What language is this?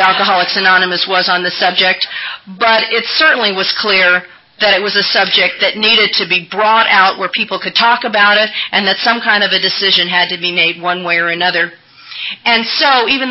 English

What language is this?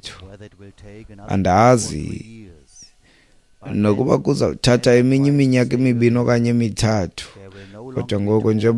Xhosa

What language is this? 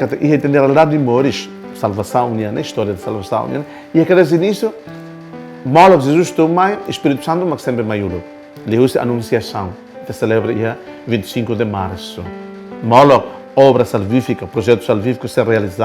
Tetum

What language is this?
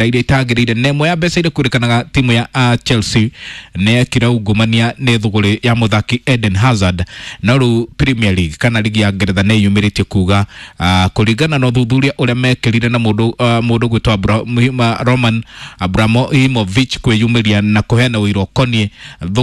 Kikuyu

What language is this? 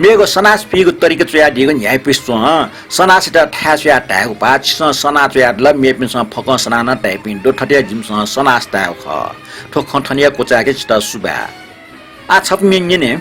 Newari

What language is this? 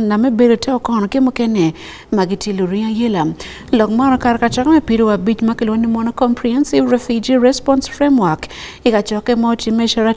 Acoli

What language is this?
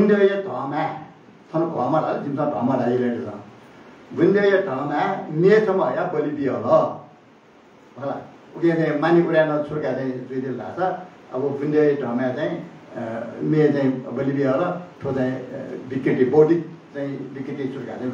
Newari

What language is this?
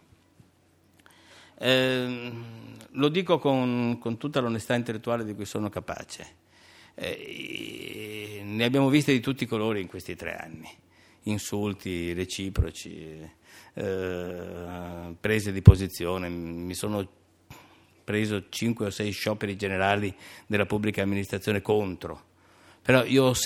Italian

